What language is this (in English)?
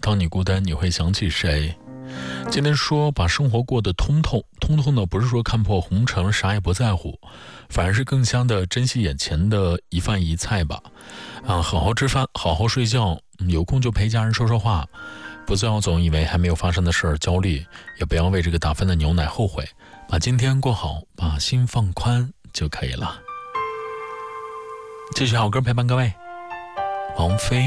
Chinese